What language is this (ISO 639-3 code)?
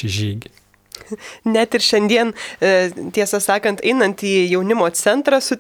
lit